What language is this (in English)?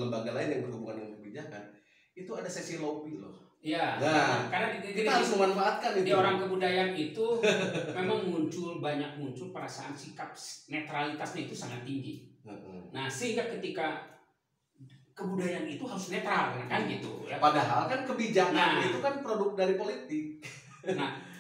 Indonesian